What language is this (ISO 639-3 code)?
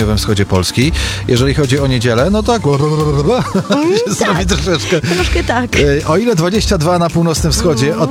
pol